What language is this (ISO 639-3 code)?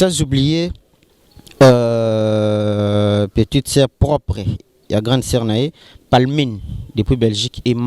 lin